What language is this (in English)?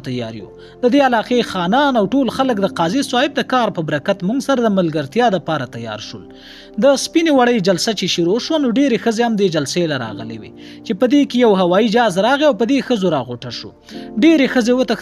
Pashto